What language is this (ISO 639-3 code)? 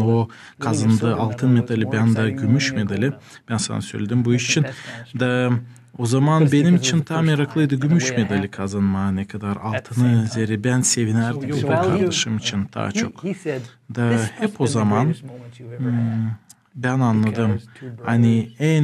gag